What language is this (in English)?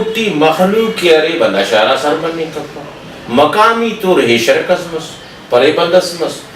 Brahui